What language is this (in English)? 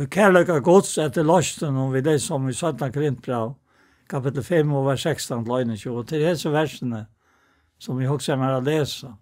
Faroese